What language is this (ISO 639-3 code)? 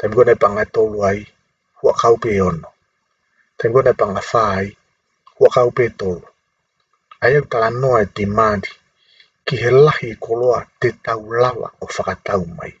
ton